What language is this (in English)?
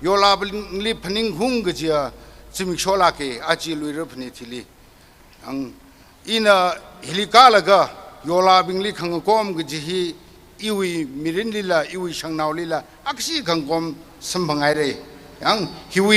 Tangkhul Naga (India)